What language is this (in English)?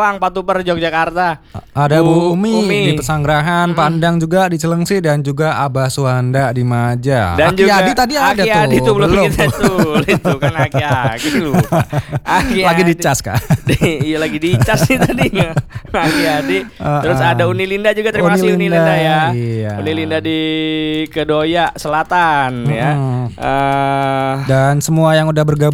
Indonesian